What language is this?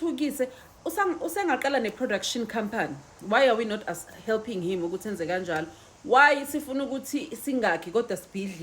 Zulu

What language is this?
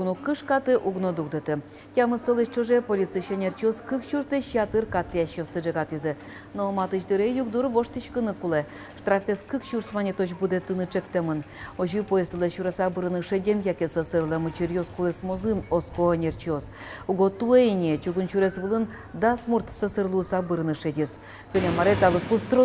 Udmurt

